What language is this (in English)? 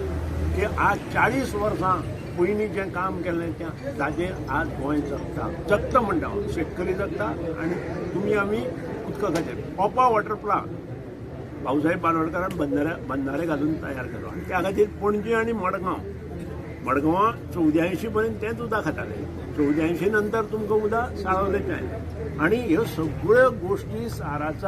Konkani